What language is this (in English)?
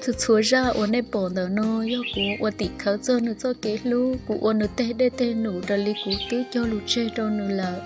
Hmong